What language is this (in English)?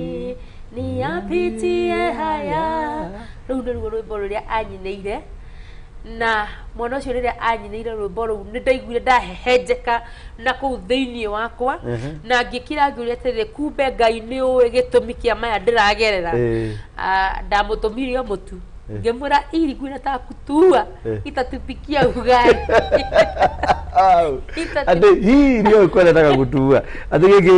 Kikuyu